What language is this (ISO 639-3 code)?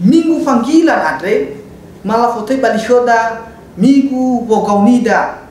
nia